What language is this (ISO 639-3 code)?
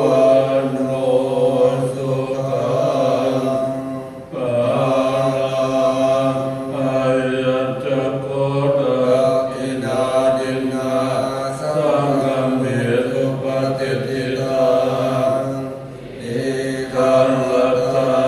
pli